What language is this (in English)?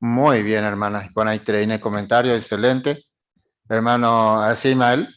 Guarani